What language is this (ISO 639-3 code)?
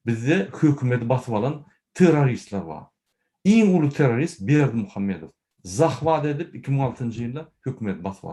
tuk